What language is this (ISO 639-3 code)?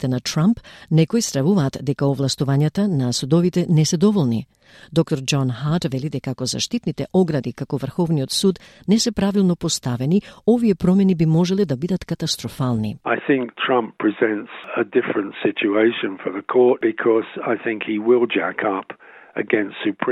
mkd